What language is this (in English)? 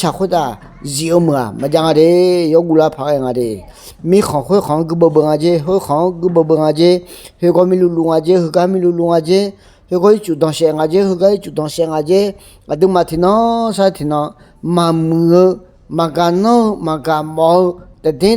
Akha